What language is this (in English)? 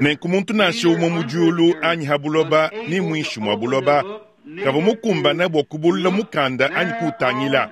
Luba-Lulua